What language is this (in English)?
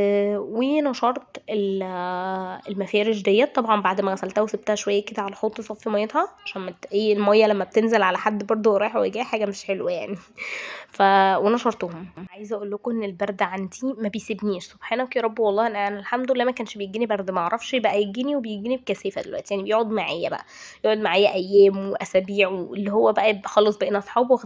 Egyptian Arabic